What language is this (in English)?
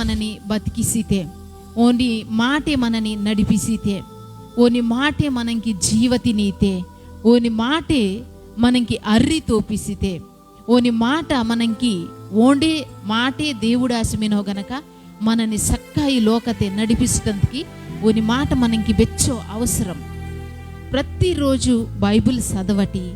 Koya